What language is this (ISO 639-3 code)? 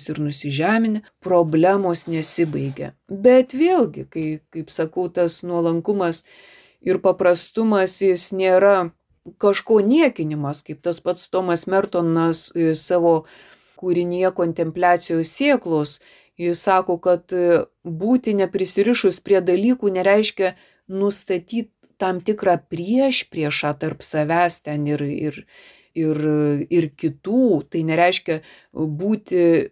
lit